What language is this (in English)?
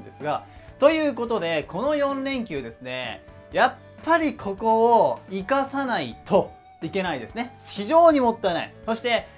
Japanese